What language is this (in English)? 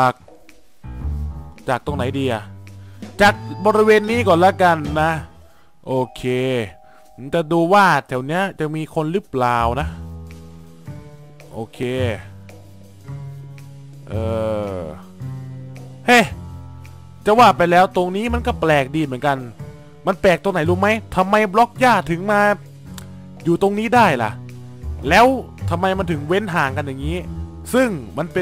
Thai